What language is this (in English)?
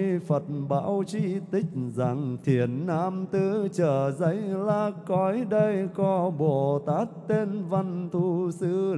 Vietnamese